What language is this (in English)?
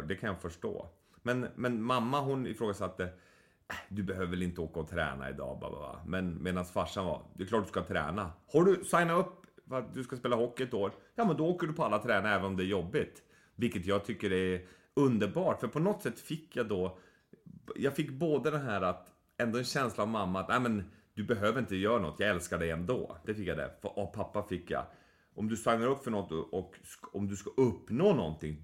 Swedish